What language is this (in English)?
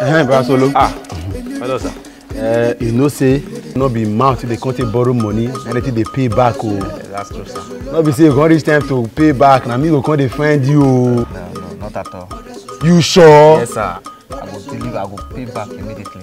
Nigerian Pidgin